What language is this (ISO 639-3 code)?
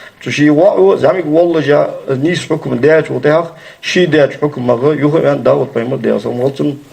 inh